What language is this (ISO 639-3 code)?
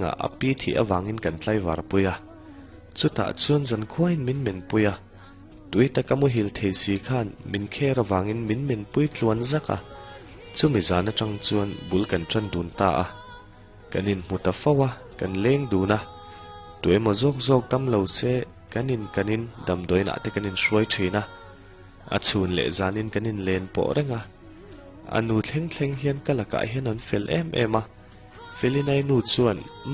lus